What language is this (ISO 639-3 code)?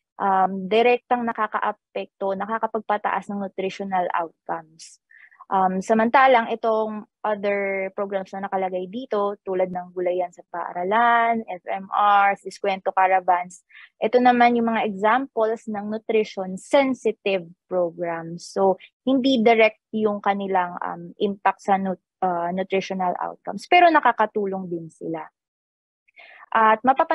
fil